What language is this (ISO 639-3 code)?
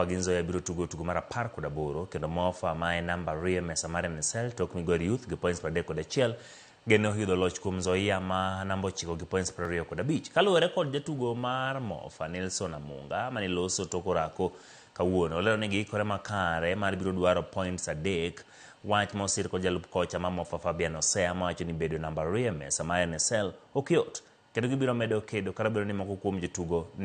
luo